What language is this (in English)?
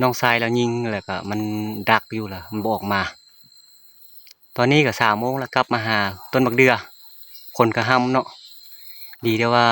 Lao